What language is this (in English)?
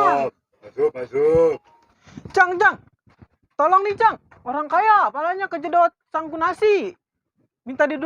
Betawi